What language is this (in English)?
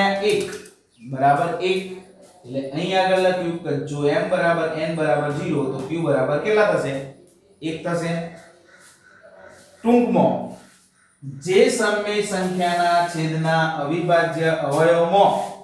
Gujarati